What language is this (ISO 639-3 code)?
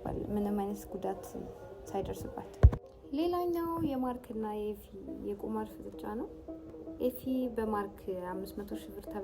amh